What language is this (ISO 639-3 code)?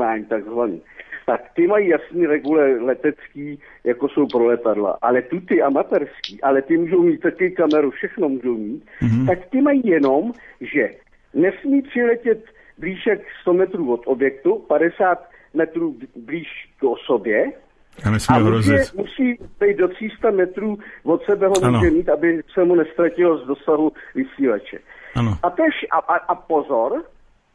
ces